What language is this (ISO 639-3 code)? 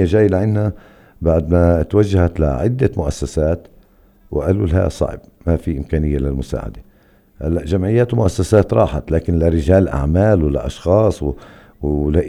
apc